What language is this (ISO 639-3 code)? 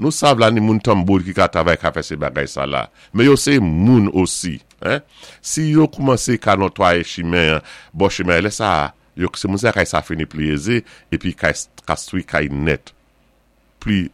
acf